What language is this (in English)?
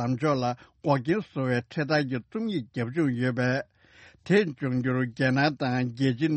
Tibetan